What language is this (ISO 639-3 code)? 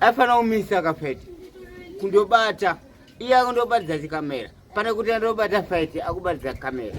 sna